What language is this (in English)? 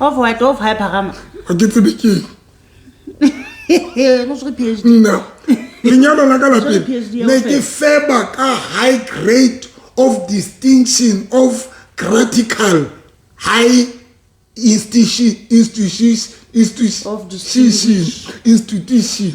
Southern Sotho